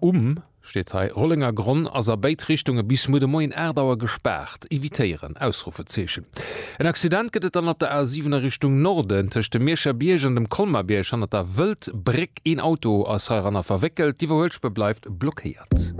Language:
Luxembourgish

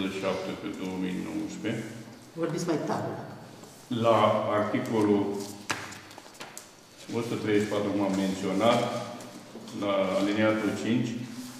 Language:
Romanian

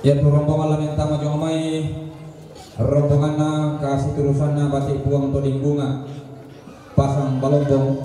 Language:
Toraja-Sa'dan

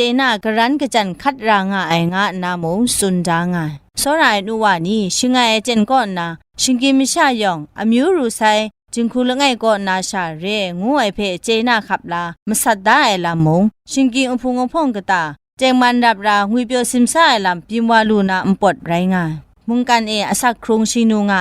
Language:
Kachin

